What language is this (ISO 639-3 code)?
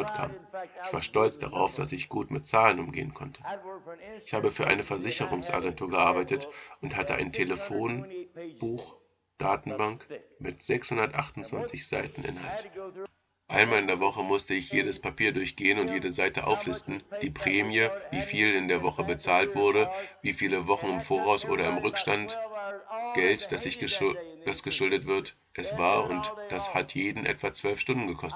deu